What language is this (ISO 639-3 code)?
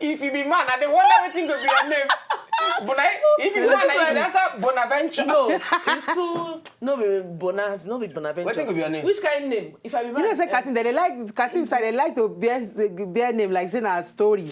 pcm